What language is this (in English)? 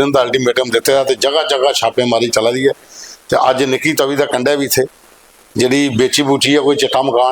Dogri